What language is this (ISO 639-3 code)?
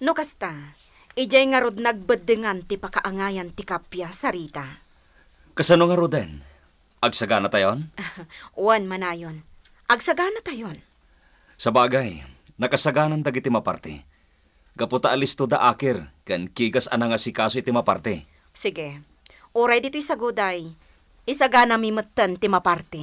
ilo